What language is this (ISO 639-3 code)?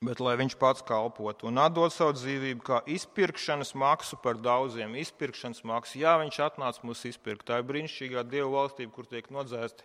lav